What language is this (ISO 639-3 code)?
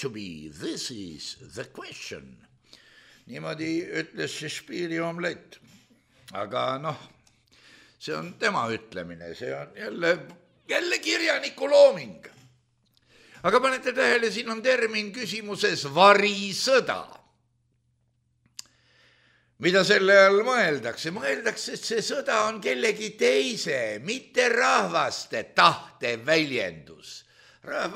est